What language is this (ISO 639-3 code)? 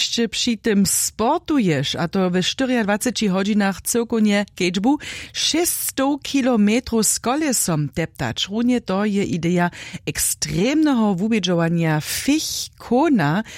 hsb